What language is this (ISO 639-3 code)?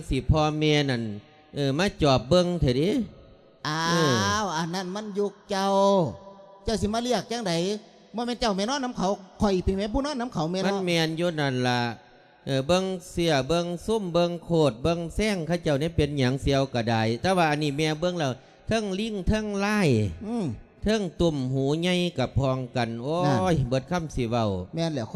lao